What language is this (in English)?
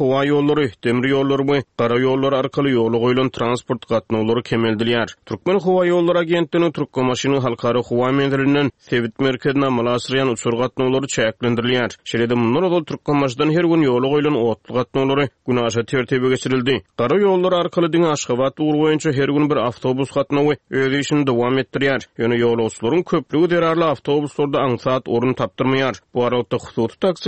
Turkmen